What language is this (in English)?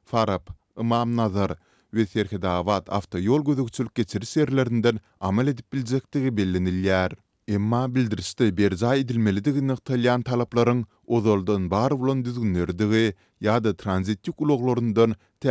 Turkmen